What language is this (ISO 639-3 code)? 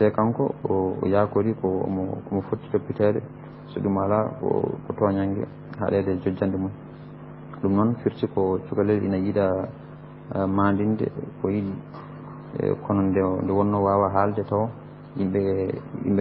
ful